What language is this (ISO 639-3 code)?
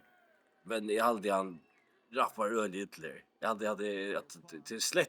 fao